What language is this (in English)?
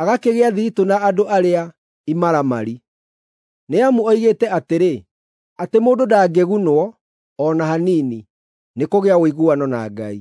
Kikuyu